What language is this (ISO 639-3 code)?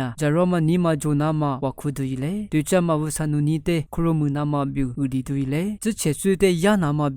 lis